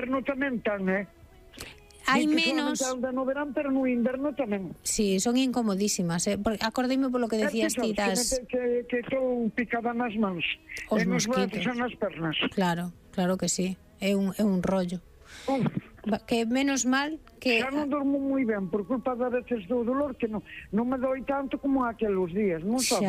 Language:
Galician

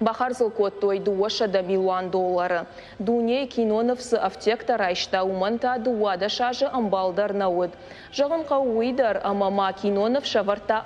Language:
Ossetic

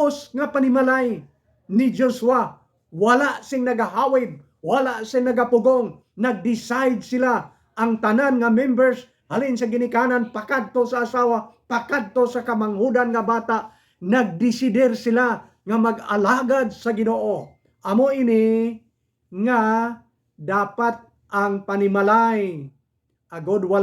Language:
Hiligaynon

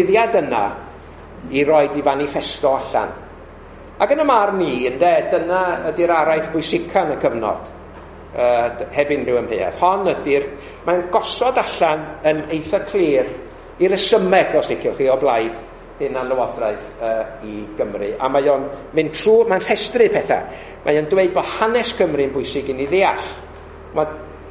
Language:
Welsh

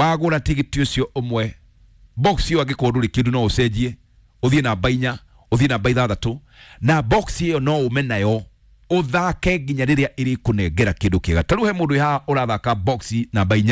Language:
Kikuyu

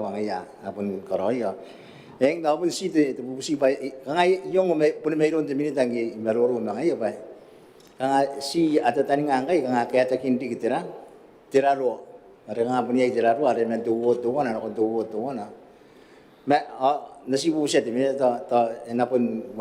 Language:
Gilbertese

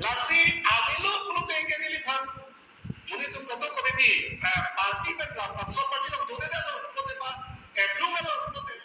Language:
Karbi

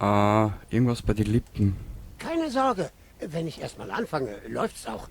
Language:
Bavarian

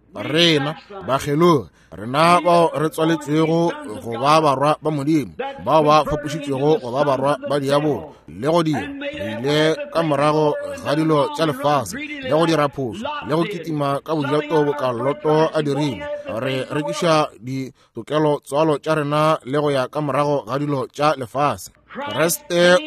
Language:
Northern Sotho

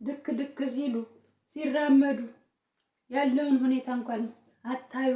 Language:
Amharic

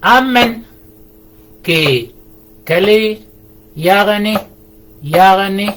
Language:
Shilluk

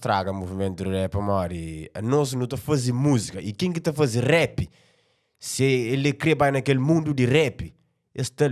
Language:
Kabuverdianu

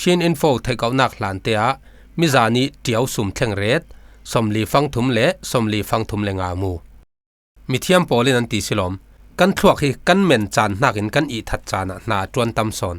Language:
Falam Chin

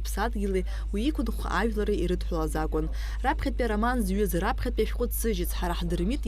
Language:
Abkhazian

